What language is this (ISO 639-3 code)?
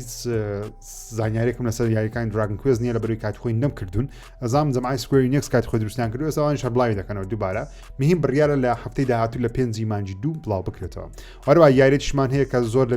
ckb